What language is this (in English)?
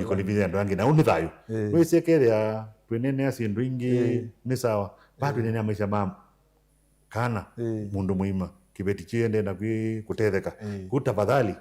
Kamba